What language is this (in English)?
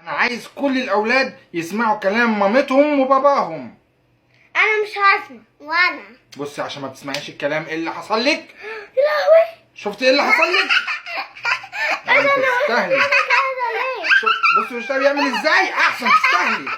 Egyptian Arabic